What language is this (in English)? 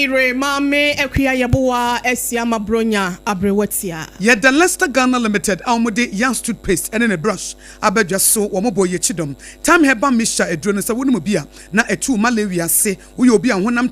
Akan